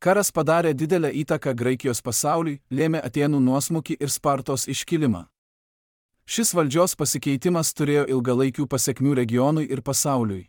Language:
Lithuanian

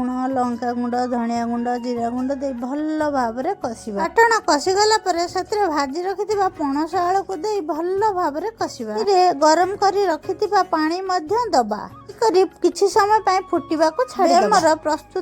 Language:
Odia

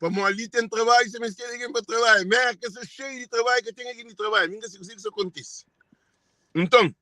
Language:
Kabuverdianu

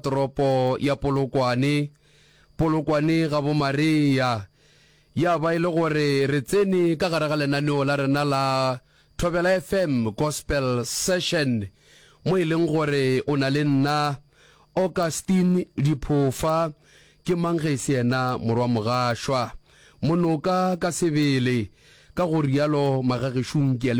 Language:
Northern Sotho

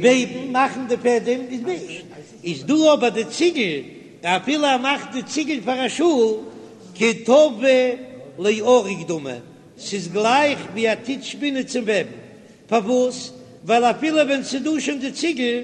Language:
Yiddish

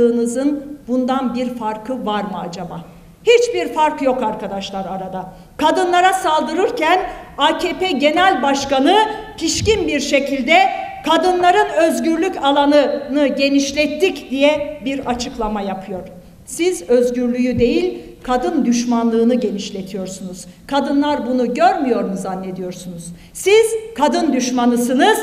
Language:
Turkish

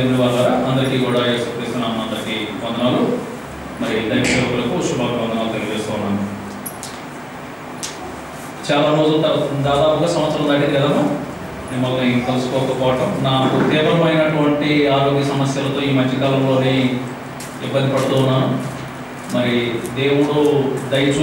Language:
Telugu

